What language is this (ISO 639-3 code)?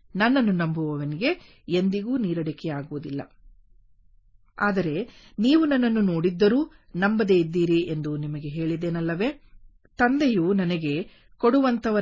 kan